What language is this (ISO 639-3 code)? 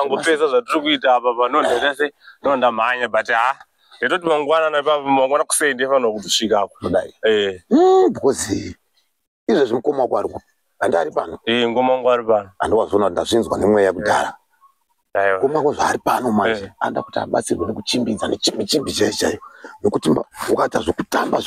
sna